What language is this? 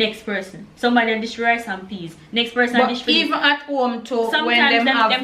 Jamaican Creole English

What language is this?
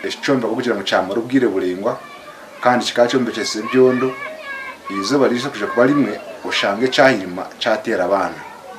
Nyankole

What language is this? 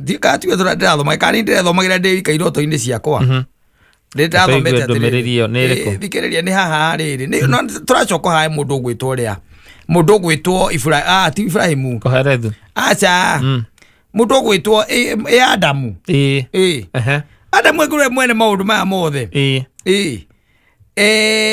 Kikuyu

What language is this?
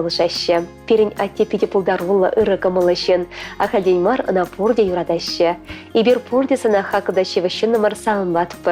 Chuvash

